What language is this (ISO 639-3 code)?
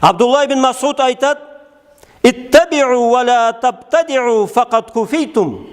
krc